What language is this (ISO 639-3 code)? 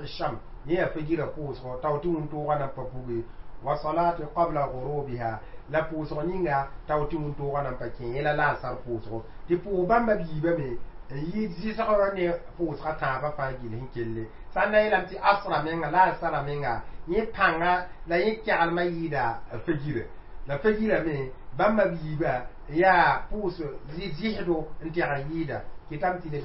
mos